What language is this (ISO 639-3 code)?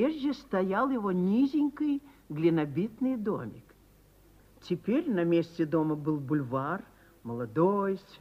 rus